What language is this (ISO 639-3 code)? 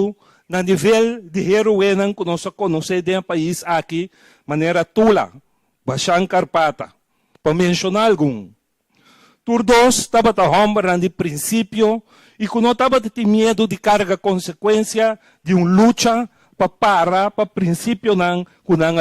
pap